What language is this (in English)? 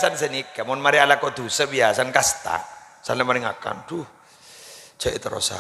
Madurese